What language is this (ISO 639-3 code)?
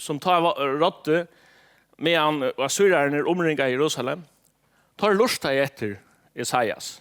fao